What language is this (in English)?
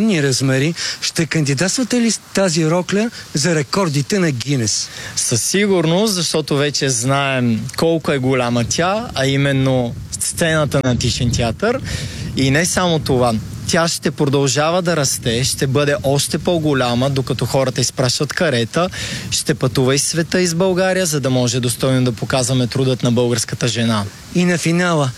Bulgarian